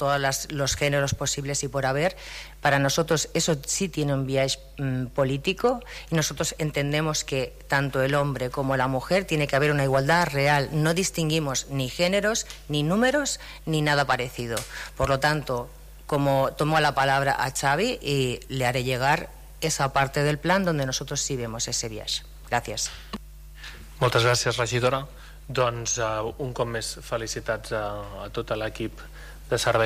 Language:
Catalan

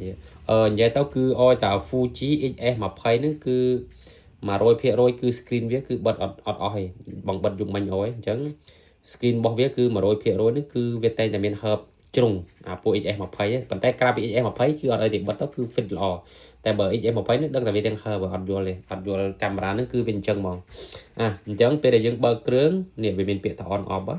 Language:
Khmer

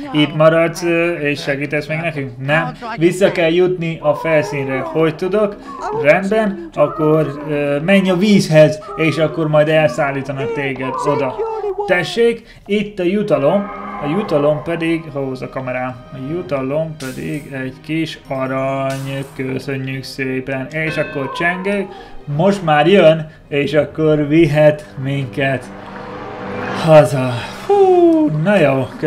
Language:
Hungarian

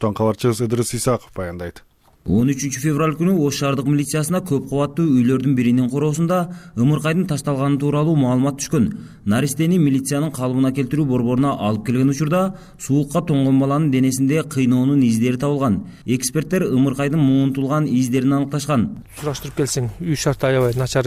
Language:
Kyrgyz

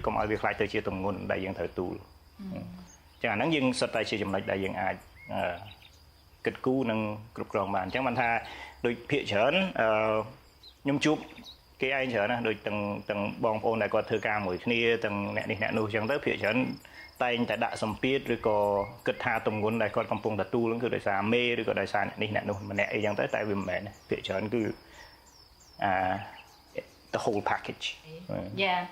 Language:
Khmer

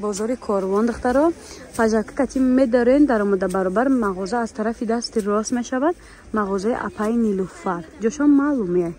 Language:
Tajik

